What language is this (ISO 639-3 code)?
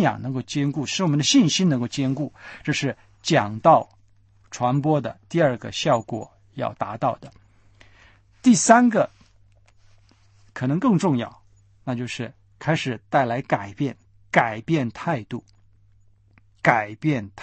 zho